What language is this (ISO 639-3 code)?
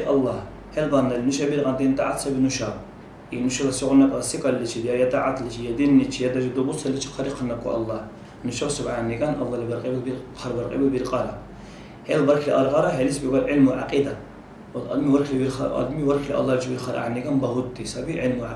dar